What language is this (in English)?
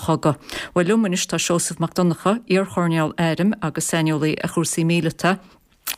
Irish